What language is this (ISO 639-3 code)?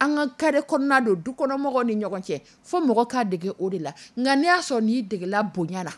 dyu